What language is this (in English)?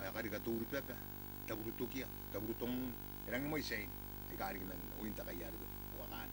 Gilbertese